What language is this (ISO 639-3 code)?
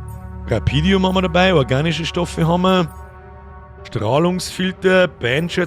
bar